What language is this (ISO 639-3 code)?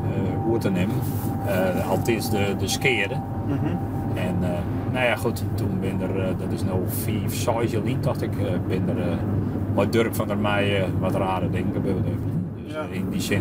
fry